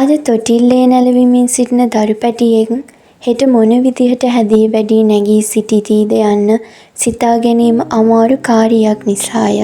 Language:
Sinhala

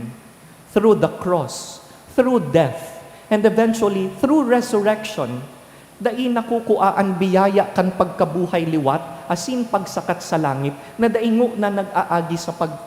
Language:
Bikol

